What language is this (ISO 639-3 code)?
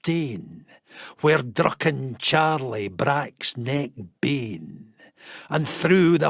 sco